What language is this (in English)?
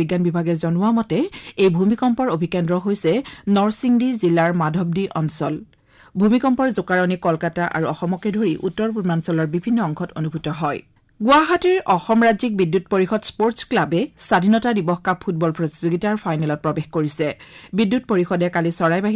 Assamese